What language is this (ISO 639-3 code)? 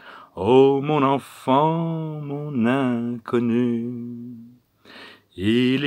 fra